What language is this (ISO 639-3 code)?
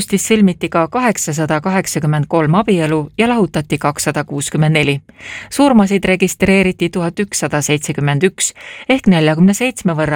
est